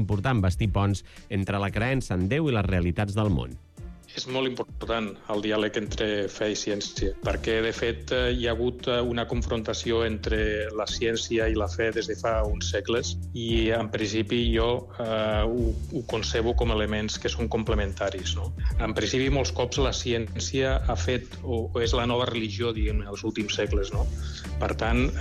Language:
Catalan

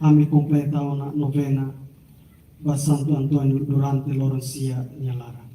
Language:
Tetum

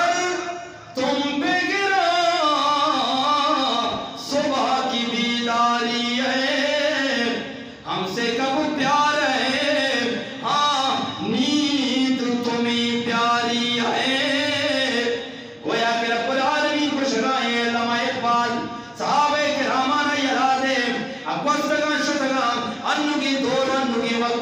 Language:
Eastern Balochi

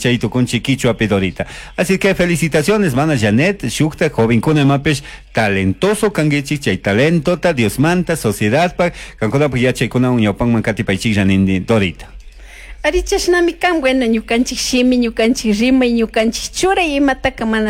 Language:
Chimborazo Highland Quichua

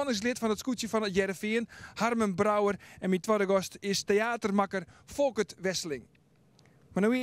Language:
Western Frisian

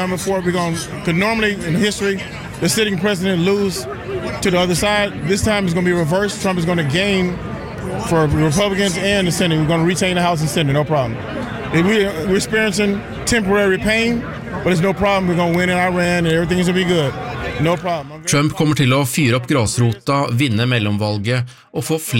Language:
Norwegian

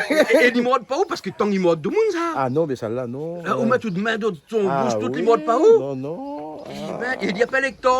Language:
Réunion Creole French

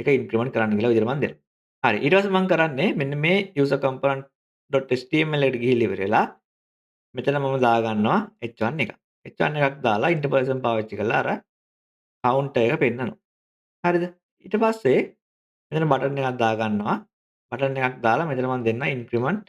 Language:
Sinhala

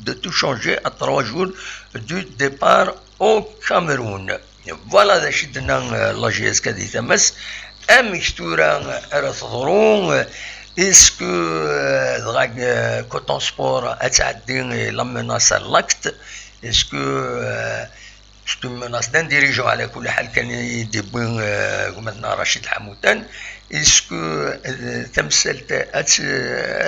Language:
Kabyle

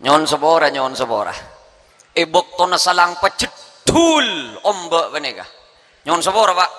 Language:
Madurese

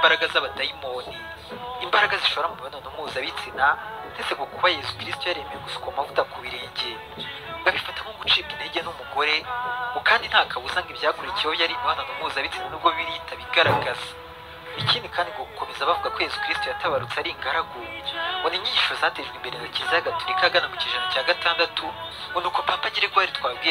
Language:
Kinyarwanda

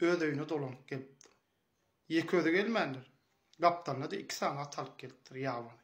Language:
Turkmen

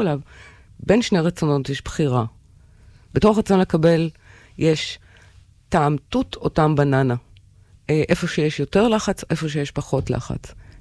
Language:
Hebrew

